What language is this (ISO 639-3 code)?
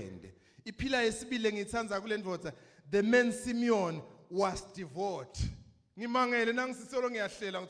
zul